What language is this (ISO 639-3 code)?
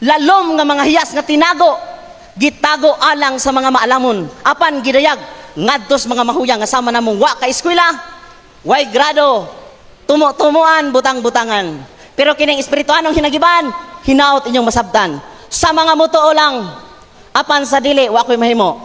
ceb